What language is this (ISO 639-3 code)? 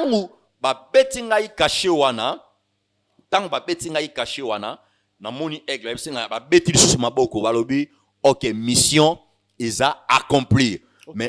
lin